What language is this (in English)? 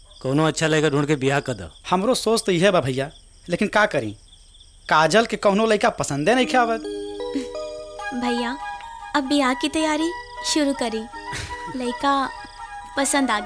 Bhojpuri